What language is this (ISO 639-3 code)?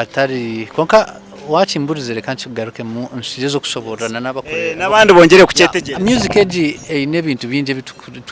nyn